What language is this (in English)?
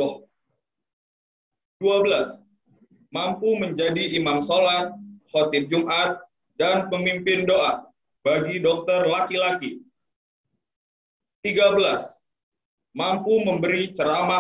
Indonesian